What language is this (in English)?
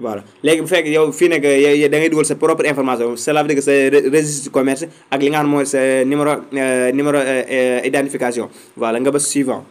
Wolof